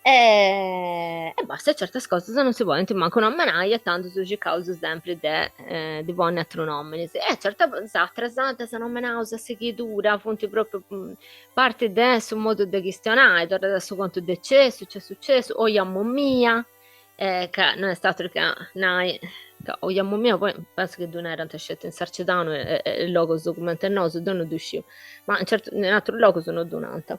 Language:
Sardinian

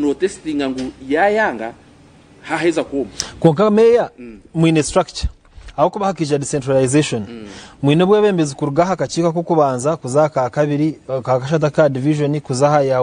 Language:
Nyankole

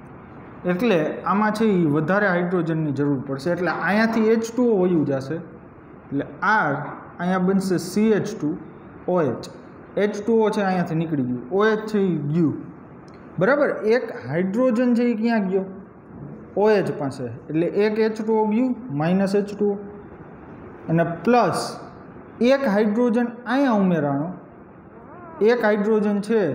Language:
Gujarati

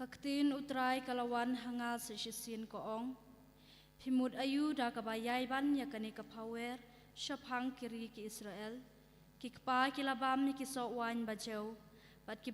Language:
Khasi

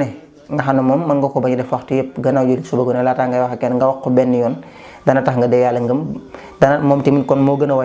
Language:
Wolof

